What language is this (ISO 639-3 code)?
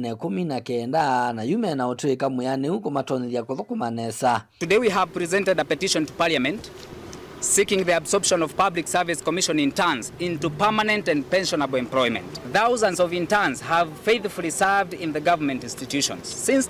kam